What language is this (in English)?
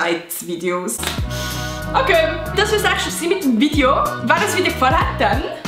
Swiss German